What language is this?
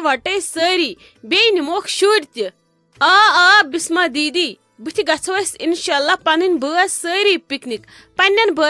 Kashmiri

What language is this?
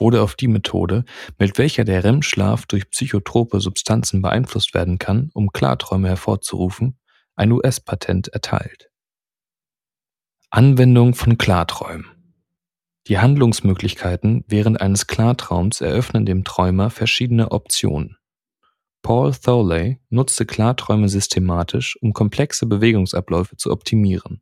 German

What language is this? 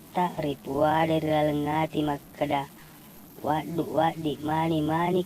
Buginese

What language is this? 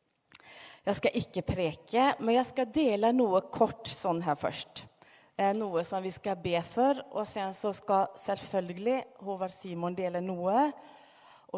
Norwegian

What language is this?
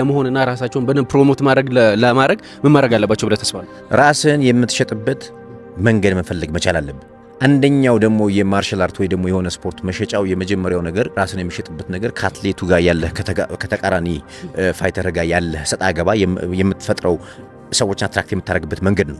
Amharic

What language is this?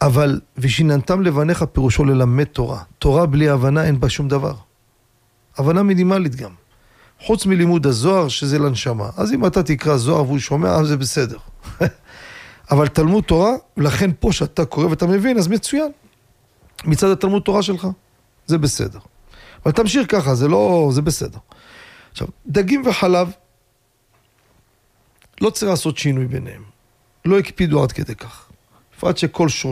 Hebrew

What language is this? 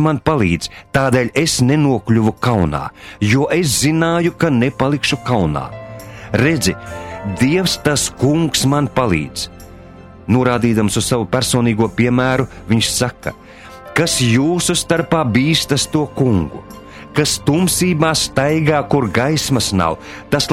Latvian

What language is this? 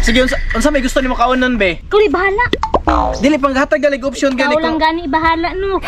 Cebuano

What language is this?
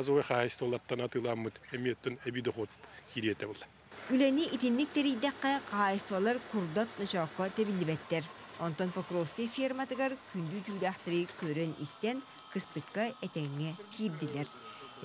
Yakut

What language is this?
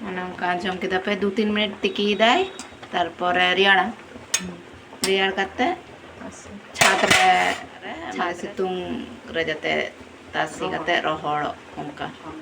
Santali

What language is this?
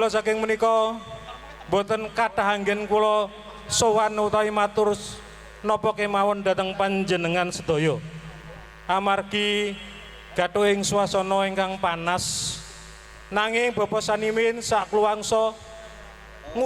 Javanese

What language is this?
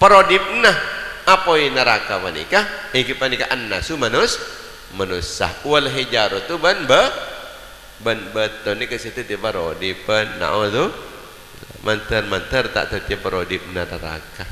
Madurese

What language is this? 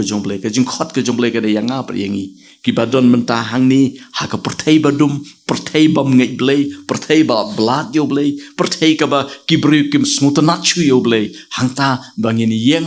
Khasi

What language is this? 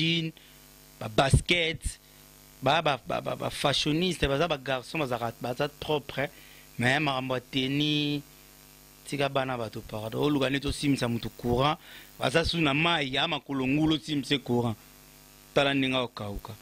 Lingala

